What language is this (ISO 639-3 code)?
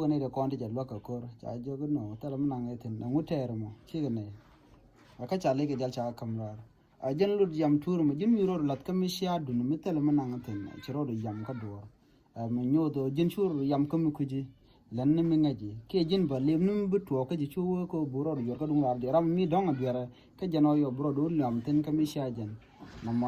nus